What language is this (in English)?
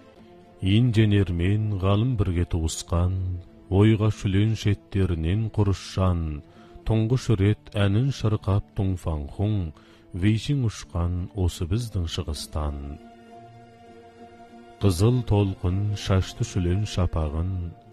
Kazakh